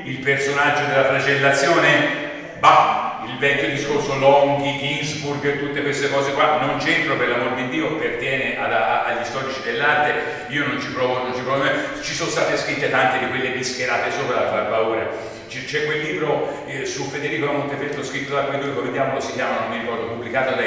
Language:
Italian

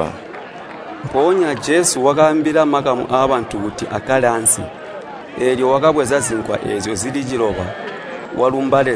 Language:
Tonga (Zambia)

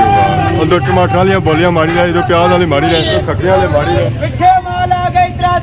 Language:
Pahari-Potwari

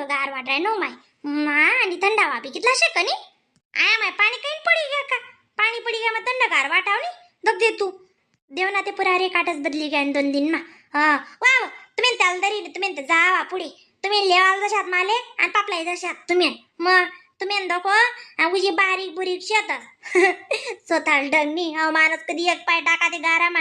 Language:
Khandesi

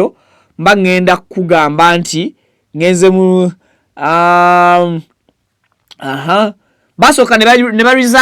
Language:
Ganda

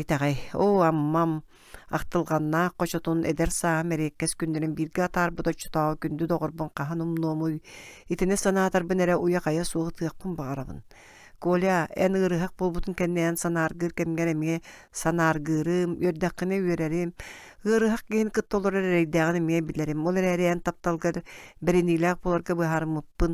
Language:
Yakut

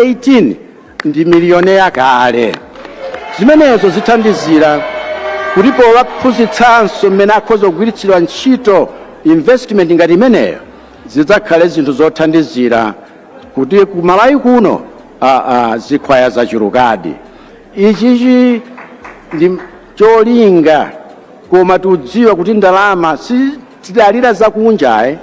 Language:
Nyanja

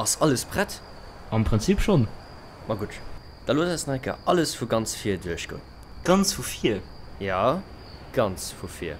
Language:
Luxembourgish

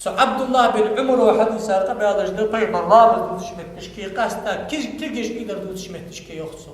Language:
Ingush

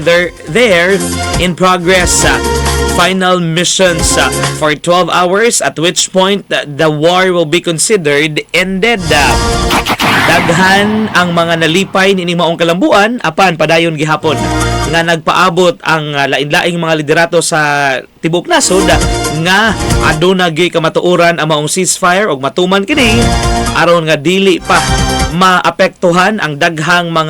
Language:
Cebuano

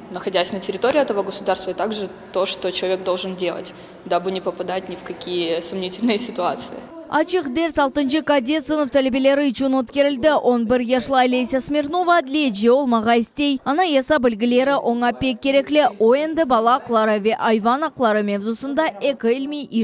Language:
Crimean Tatar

